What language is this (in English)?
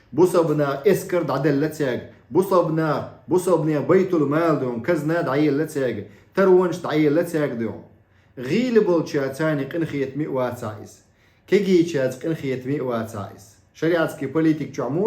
Chechen